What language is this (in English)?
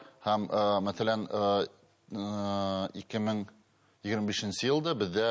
Bashkir